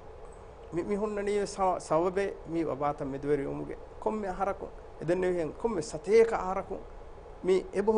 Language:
Divehi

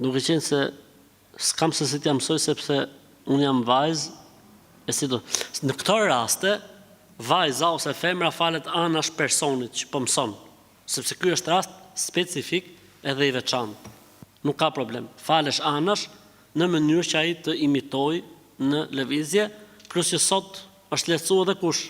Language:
Albanian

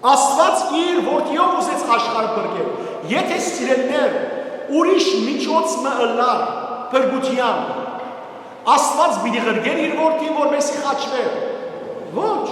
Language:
Western Armenian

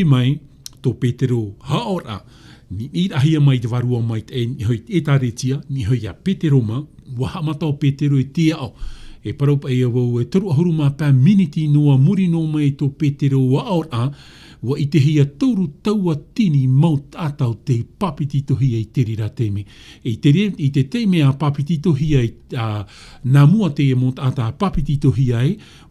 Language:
Tahitian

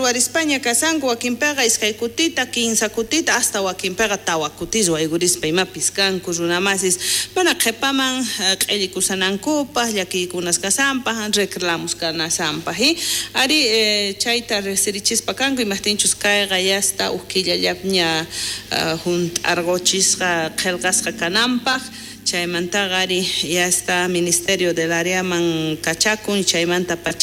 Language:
South Bolivian Quechua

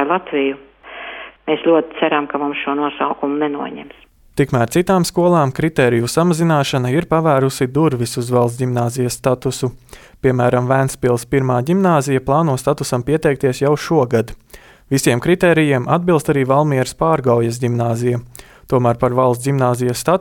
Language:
Latvian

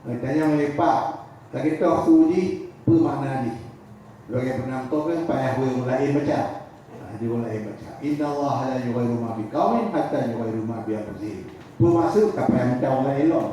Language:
Achinese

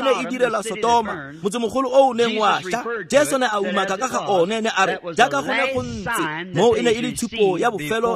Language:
Tswana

